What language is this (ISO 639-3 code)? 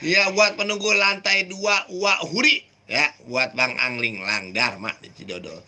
bew